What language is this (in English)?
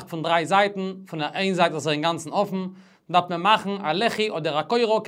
Yiddish